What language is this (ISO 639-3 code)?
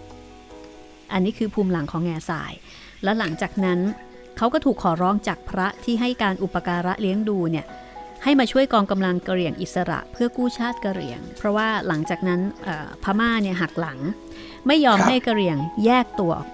tha